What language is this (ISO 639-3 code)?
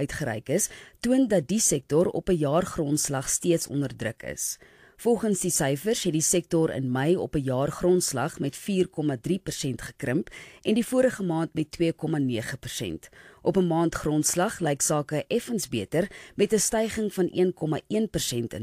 afr